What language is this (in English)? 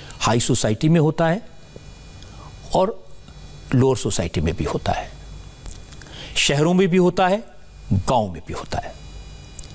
Hindi